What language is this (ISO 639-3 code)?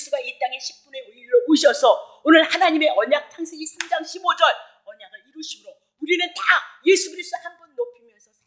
kor